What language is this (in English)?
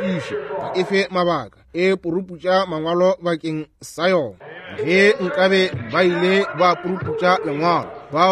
Northern Sotho